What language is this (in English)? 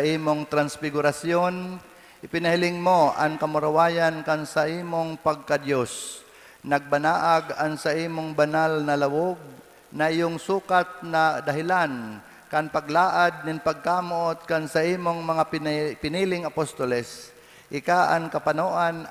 Bikol